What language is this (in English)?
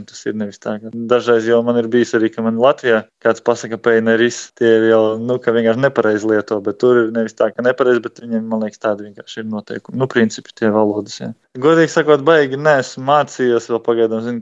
Latvian